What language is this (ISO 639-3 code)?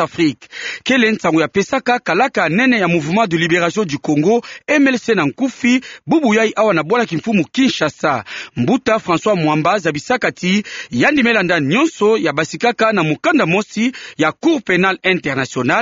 ktu